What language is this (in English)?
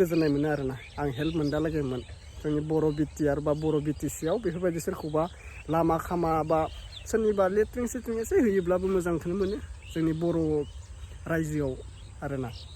Bodo